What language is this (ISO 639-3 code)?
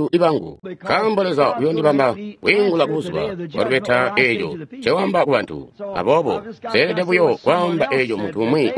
toi